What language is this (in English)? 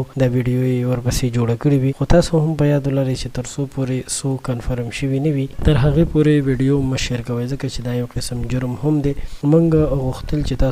Pashto